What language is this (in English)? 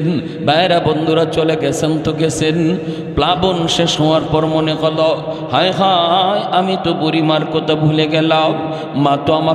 Bangla